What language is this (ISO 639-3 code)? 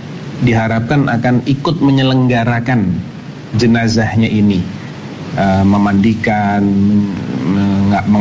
ind